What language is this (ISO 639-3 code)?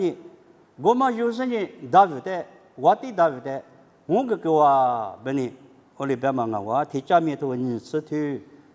lis